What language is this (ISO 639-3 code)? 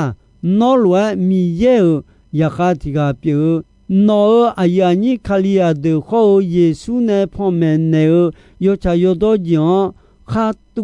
ahk